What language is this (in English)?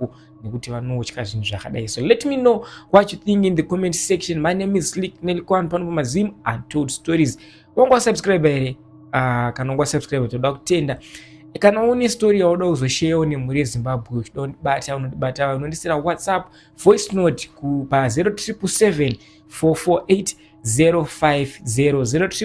Shona